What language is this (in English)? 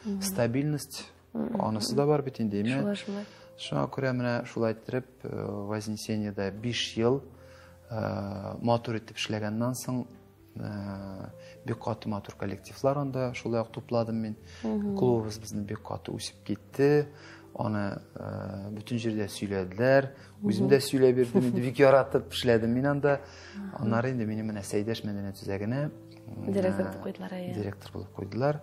Tatar